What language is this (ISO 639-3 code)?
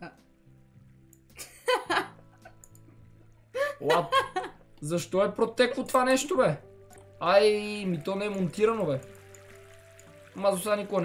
bul